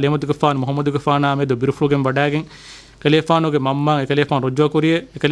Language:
Divehi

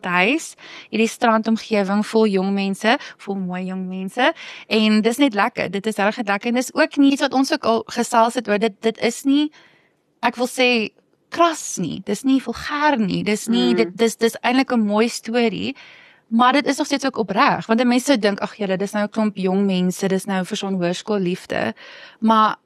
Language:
Afrikaans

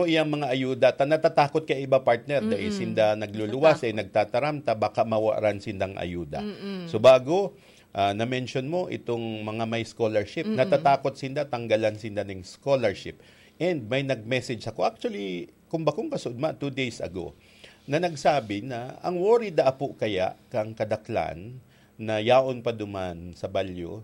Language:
Bikol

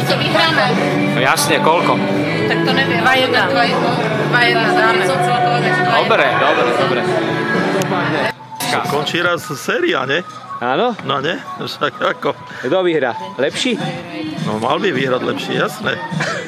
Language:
Slovak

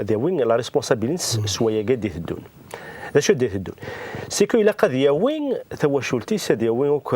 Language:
Kabyle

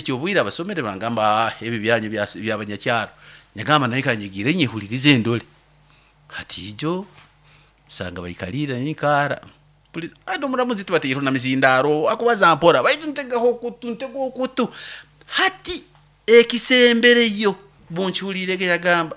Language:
Nyoro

